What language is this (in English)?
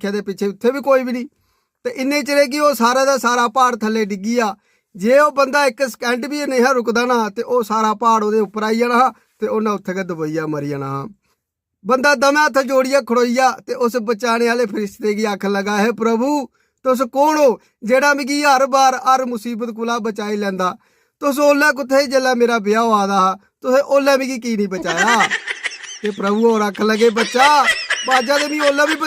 Dogri